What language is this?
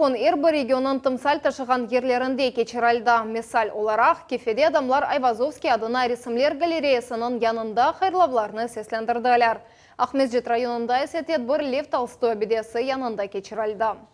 Crimean Tatar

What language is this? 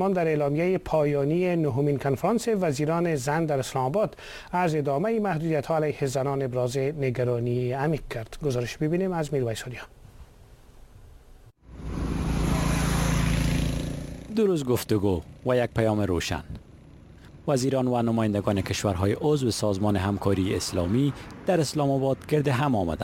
Persian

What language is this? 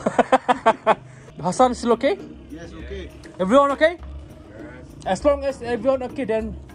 Malay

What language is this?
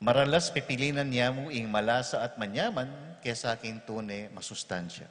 Pampanga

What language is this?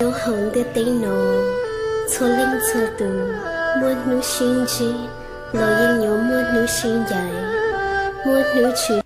Hmong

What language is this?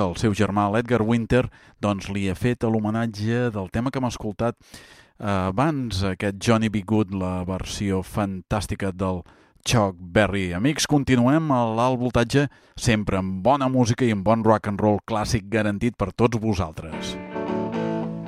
Catalan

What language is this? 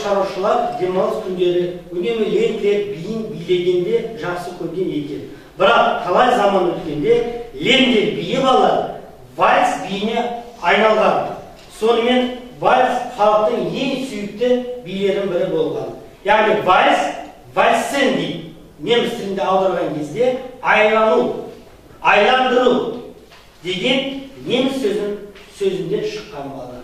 Kazakh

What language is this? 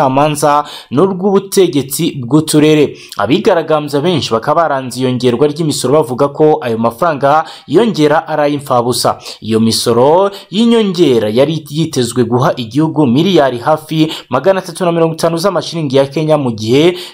Kinyarwanda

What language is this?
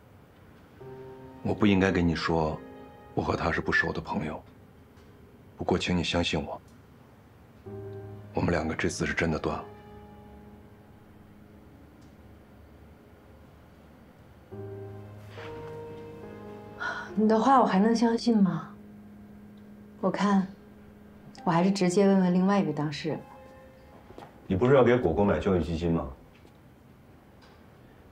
Chinese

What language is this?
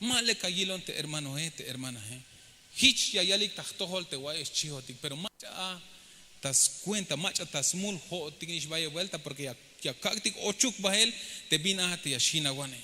Tzeltal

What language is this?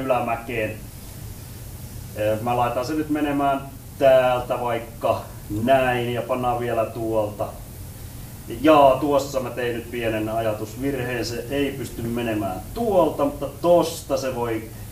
Finnish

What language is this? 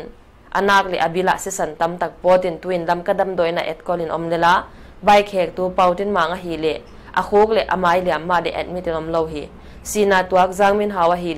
Paite Chin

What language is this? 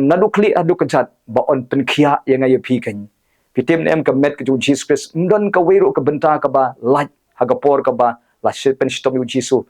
Khasi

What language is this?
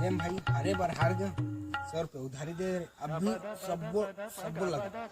Chhattisgarhi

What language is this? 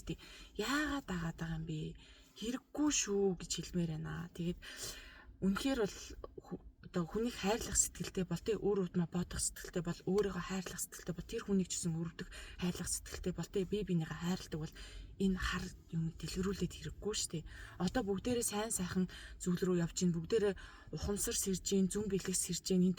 Mongolian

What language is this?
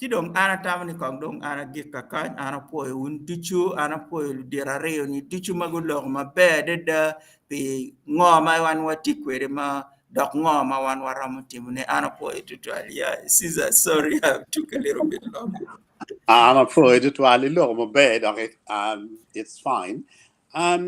Acoli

